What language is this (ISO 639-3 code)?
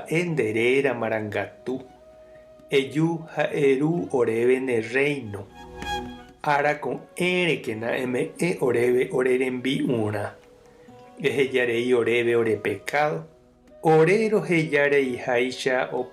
grn